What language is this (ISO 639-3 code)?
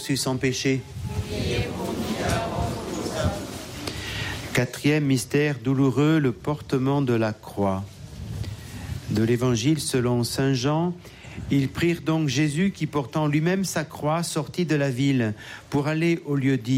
fra